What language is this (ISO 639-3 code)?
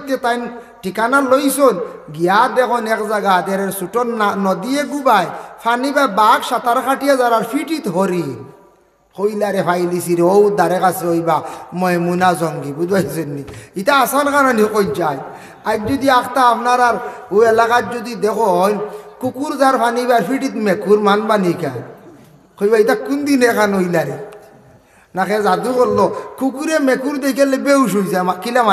syl